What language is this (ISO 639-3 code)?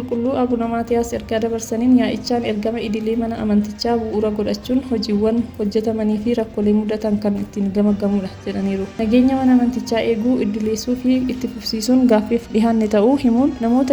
orm